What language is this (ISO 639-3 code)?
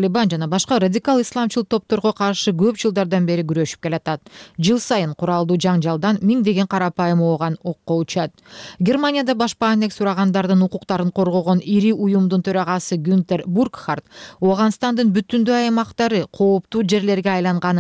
kir